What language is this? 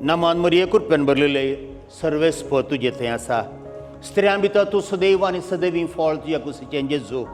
Konkani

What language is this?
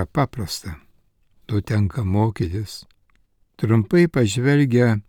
Lithuanian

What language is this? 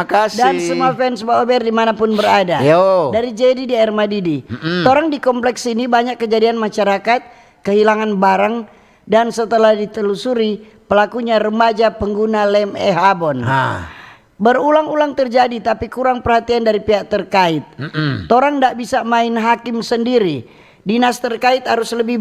Manado Malay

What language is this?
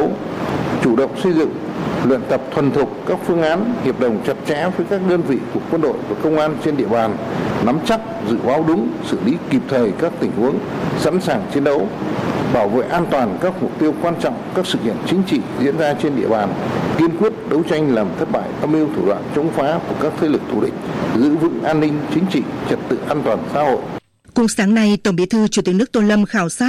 Vietnamese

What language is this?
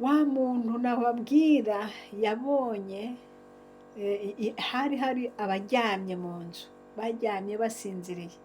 Rundi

